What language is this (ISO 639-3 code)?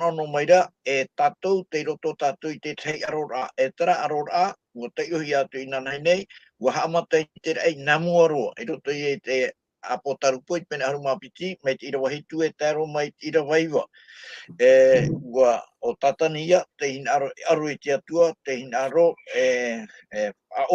tah